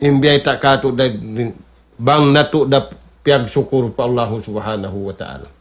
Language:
Tausug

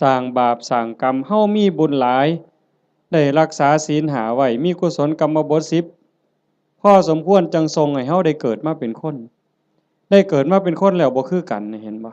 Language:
Northeastern Thai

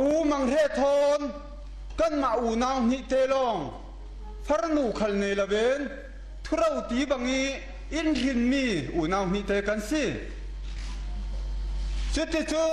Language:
Thai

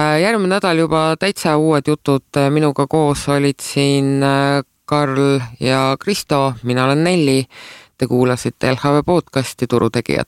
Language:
Estonian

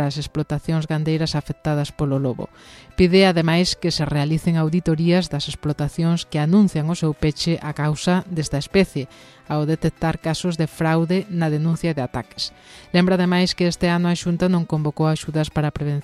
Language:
Galician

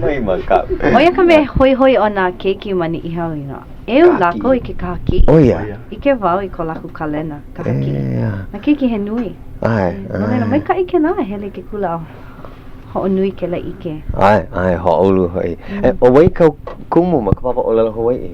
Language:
Hawaiian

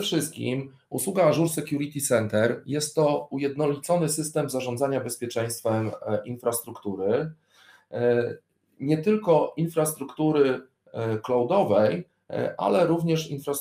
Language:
Polish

